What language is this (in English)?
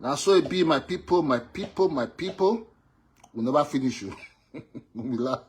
Nigerian Pidgin